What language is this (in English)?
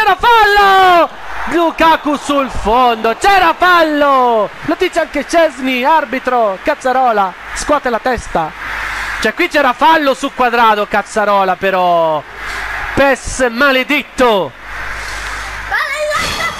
Italian